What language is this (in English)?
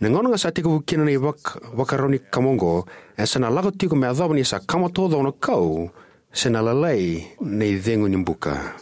Fijian